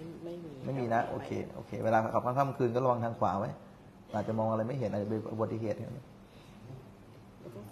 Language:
Thai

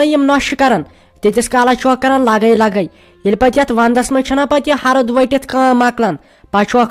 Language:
Kashmiri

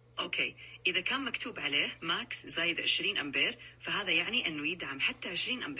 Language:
Najdi Arabic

